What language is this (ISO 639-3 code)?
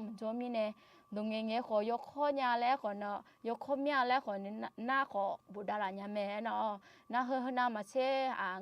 ahk